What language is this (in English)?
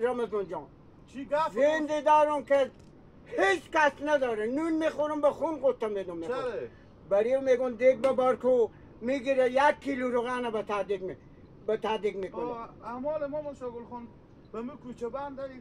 Hazaragi